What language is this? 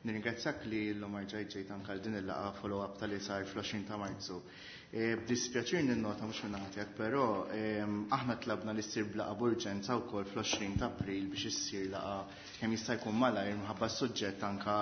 Maltese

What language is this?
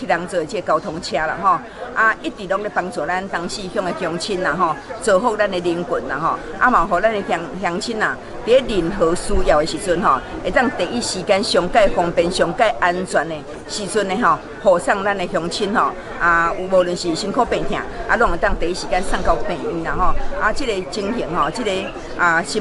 Min Nan Chinese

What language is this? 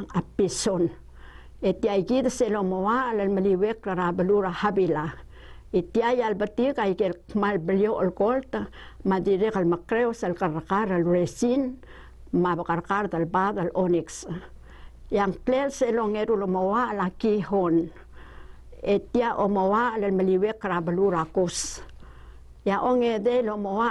Palauan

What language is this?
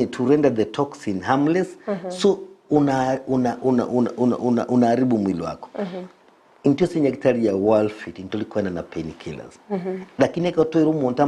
Gusii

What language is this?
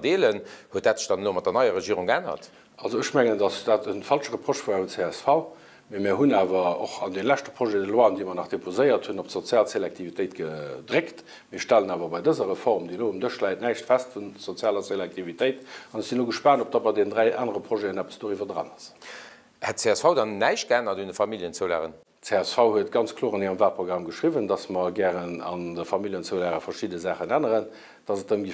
Luxembourgish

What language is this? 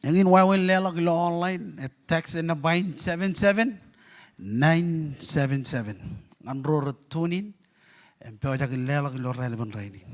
Marshallese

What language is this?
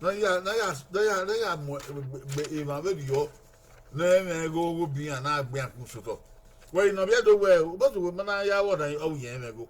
Bini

